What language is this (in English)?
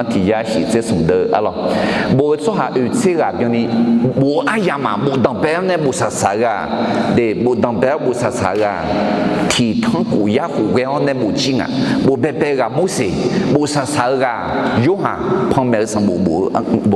Akha